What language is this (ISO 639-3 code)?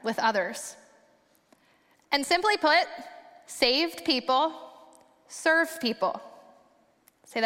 eng